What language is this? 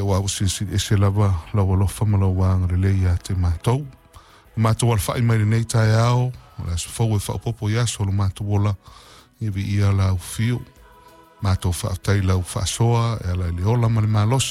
Samoan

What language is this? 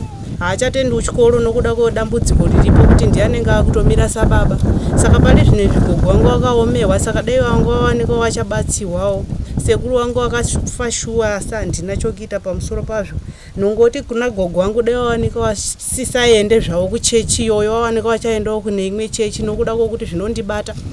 Shona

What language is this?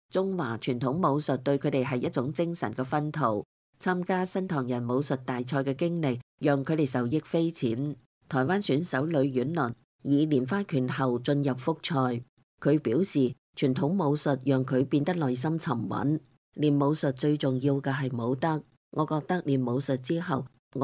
Cantonese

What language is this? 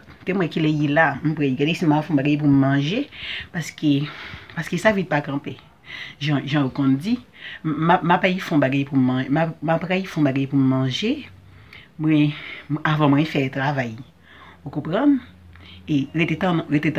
Haitian Creole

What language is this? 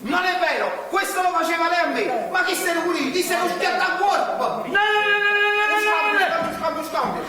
Neapolitan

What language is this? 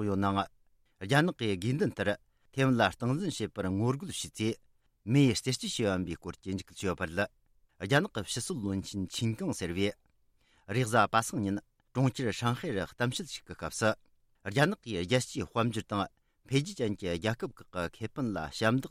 Tibetan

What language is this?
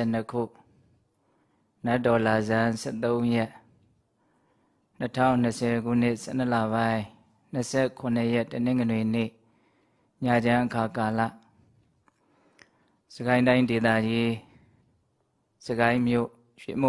Burmese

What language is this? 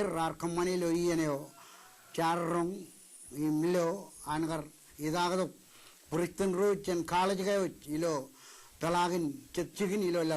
Marshallese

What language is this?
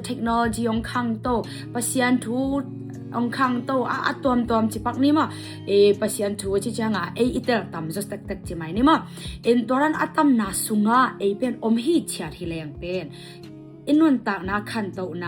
Tedim Chin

